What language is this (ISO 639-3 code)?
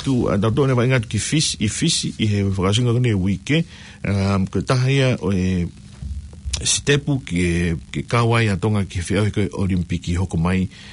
ton